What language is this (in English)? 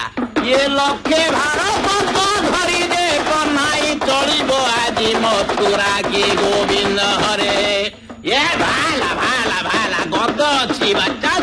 Odia